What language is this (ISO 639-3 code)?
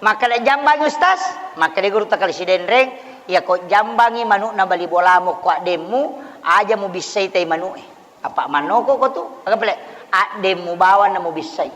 bug